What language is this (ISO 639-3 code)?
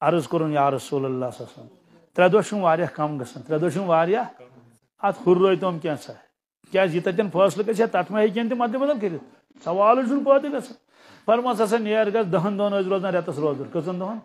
kas